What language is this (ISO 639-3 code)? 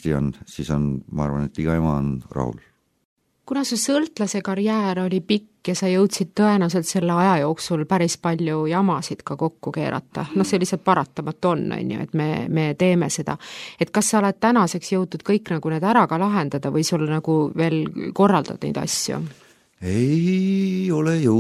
est